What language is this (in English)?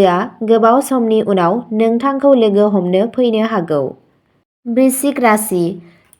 Bodo